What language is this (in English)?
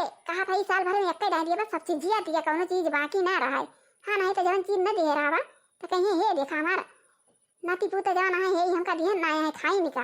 Awadhi